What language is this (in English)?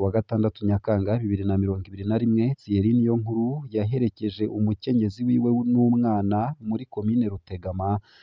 Rundi